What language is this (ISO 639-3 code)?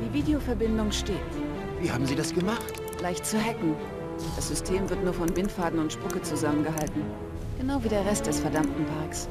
bar